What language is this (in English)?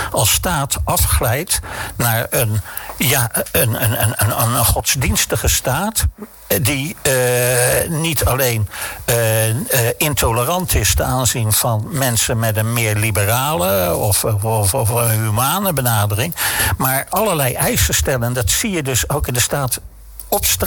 Dutch